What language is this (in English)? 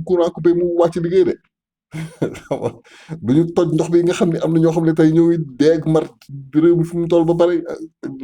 Wolof